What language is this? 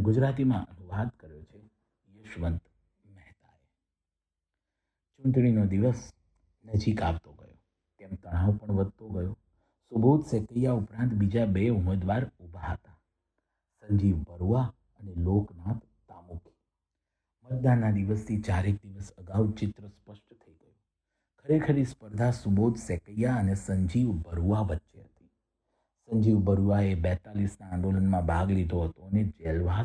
Gujarati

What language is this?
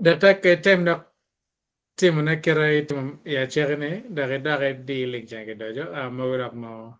Acoli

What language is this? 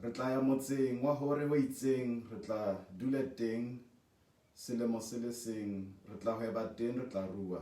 Southern Sotho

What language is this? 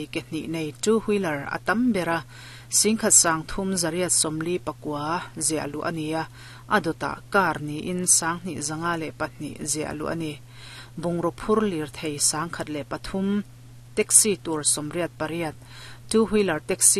Mizo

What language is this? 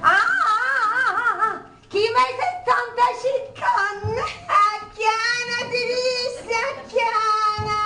Sicilian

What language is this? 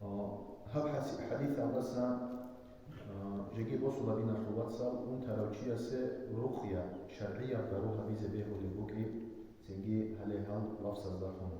Avaric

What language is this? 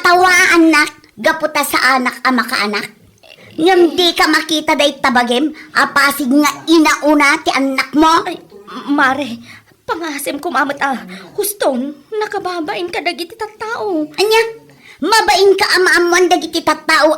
Iloko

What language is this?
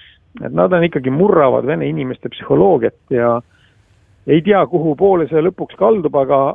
Estonian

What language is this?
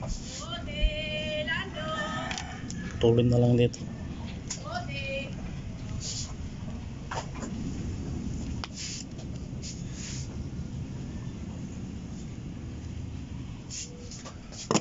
Filipino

